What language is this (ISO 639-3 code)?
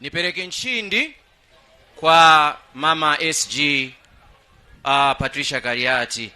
nya